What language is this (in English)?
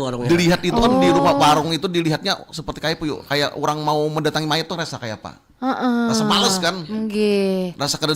Banjar